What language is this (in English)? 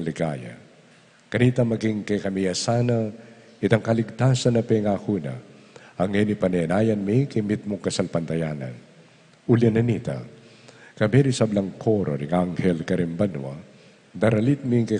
Pampanga